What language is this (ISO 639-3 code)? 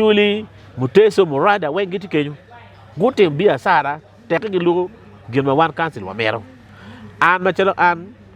ach